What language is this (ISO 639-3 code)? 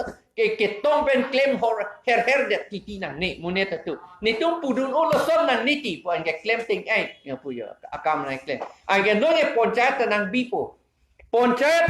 mjw